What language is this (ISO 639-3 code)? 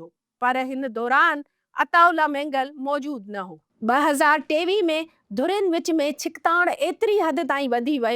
snd